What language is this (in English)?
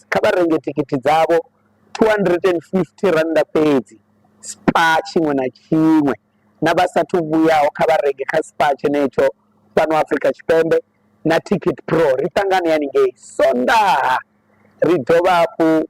Venda